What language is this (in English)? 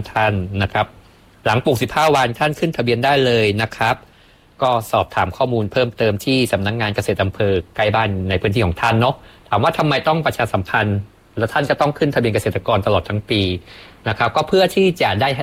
Thai